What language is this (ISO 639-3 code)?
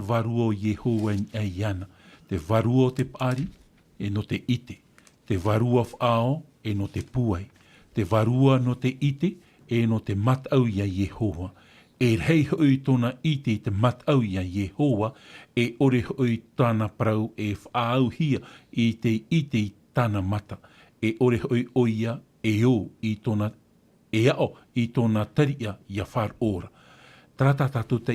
tah